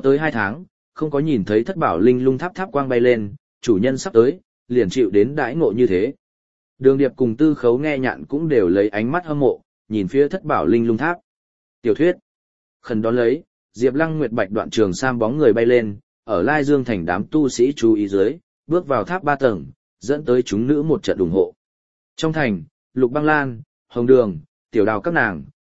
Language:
Vietnamese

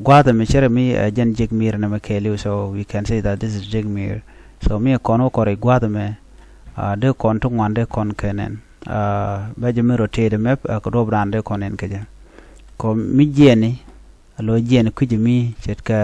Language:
Nuer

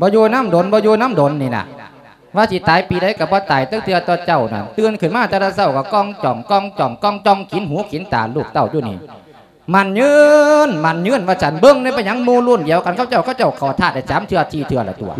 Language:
Lao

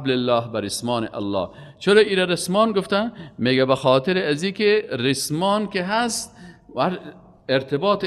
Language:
Persian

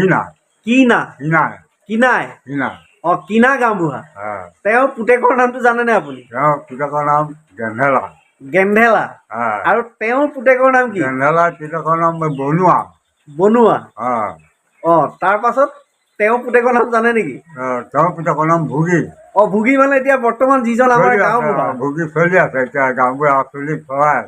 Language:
Assamese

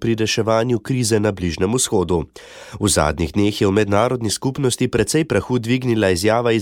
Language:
Slovenian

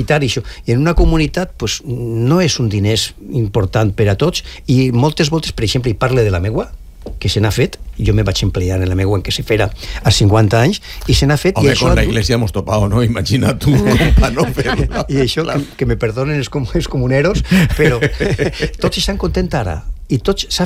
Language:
Catalan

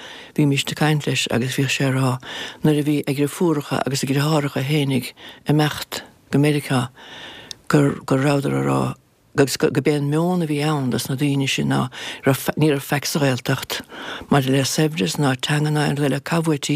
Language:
Irish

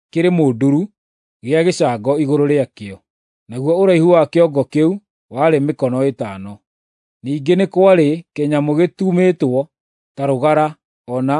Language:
Kikuyu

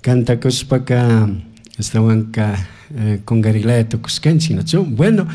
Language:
Chimborazo Highland Quichua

